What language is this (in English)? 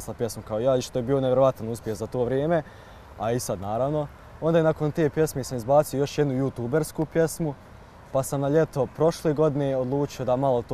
Bosnian